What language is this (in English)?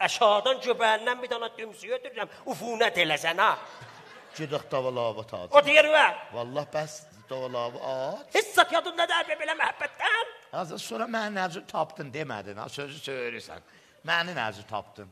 South Azerbaijani